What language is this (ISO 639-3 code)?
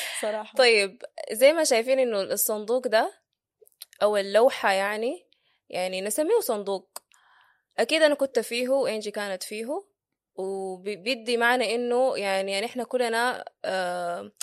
apd